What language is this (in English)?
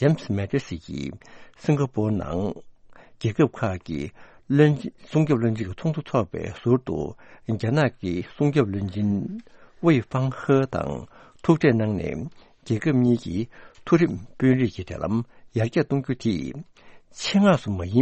Tibetan